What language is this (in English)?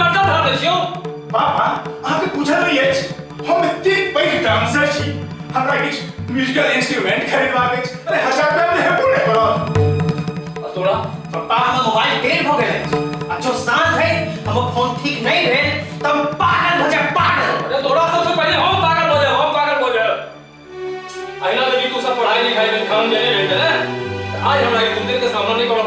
Maithili